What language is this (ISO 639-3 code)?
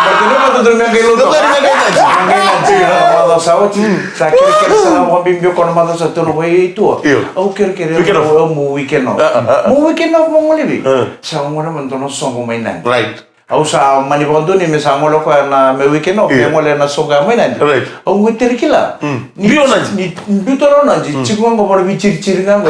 fij